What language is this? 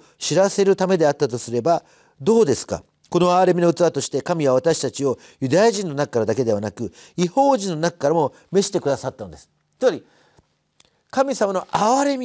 Japanese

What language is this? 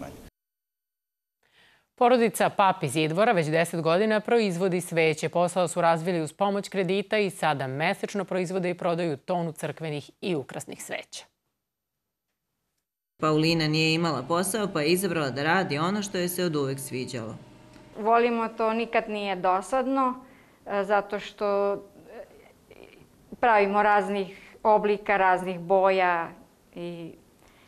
Serbian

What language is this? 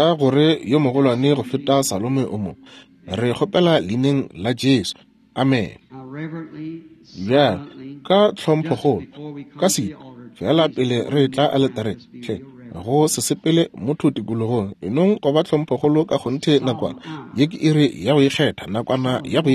Northern Sotho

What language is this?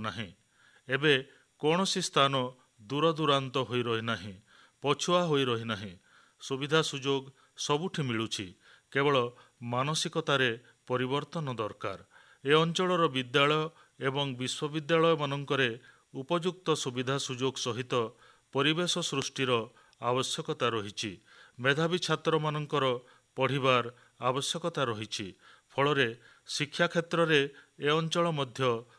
Odia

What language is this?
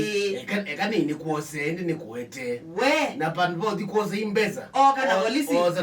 Kamba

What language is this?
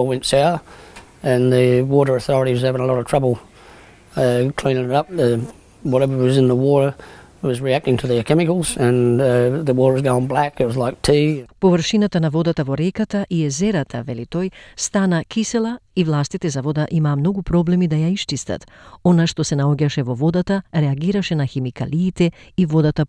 Macedonian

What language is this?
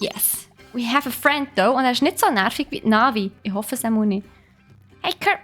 Swiss German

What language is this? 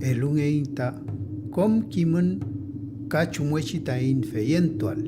Mapuche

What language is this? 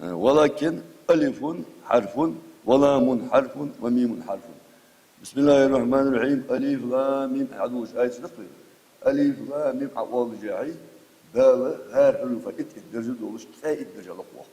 Ingush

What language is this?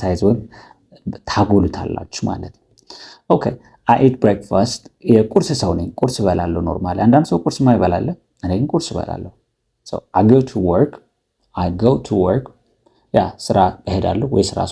Amharic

